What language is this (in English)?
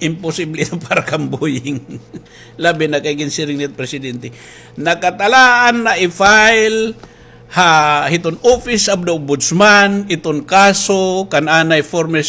Waray